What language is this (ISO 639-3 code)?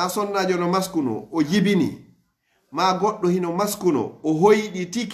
fuf